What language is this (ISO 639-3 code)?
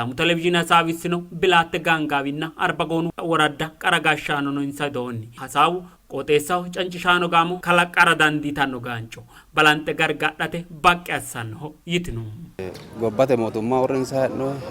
sid